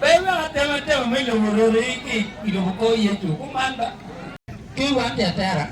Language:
Acoli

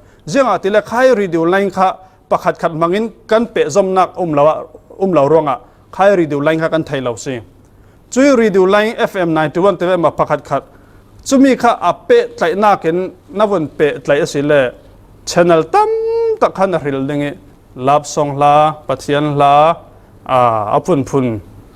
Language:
Falam Chin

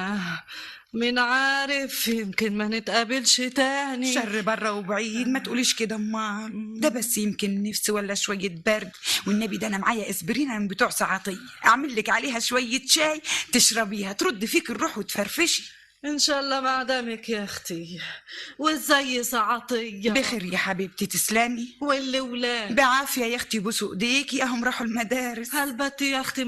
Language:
Egyptian Arabic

